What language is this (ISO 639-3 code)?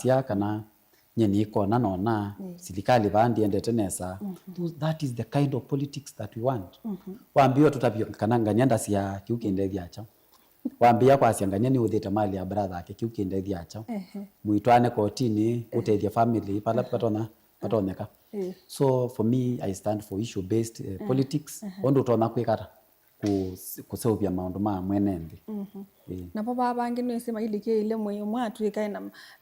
kam